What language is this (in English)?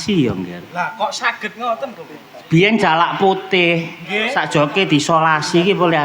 Javanese